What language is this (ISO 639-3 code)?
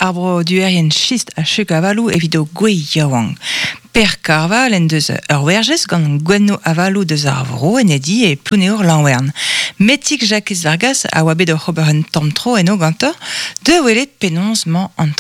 bre